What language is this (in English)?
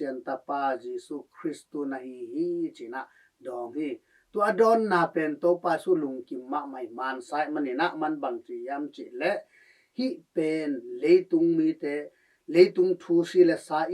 Tedim Chin